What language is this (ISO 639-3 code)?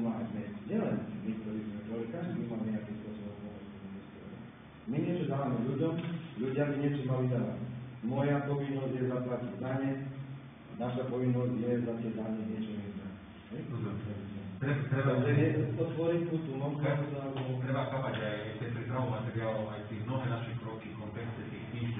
slk